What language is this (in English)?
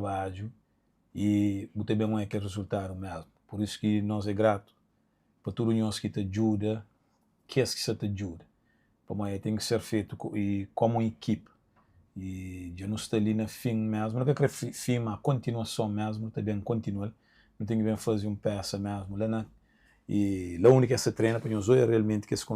Kabuverdianu